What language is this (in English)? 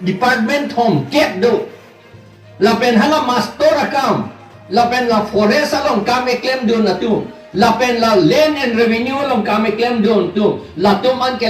Karbi